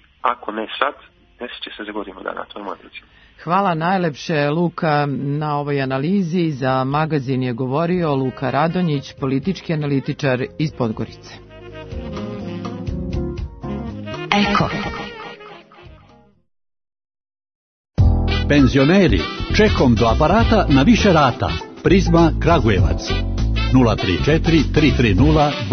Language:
Serbian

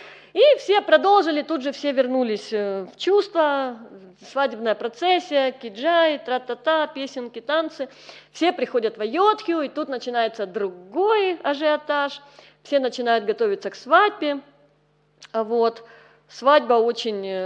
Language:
Russian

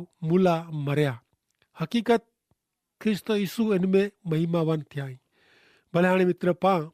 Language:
Kachhi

